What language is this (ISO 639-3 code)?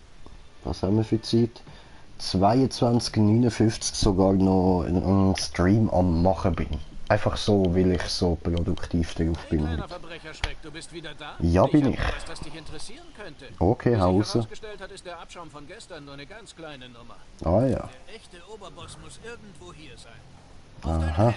gsw